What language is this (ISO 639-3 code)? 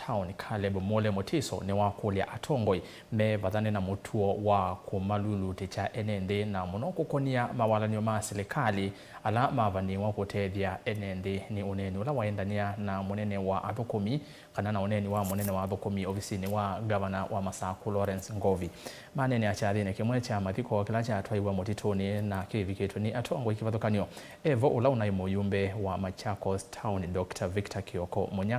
kam